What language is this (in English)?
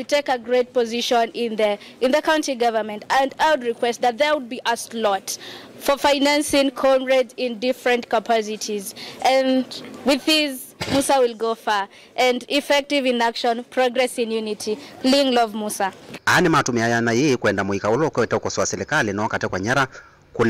Kamba